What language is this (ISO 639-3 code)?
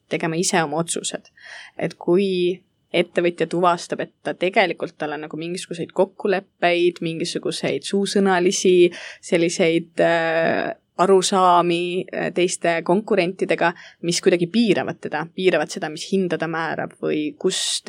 est